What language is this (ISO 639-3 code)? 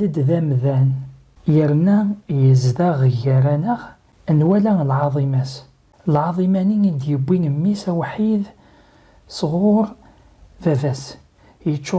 kab